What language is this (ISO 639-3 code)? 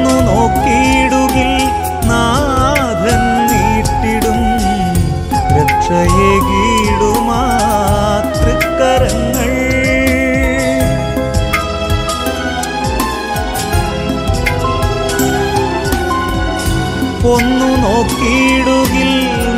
mal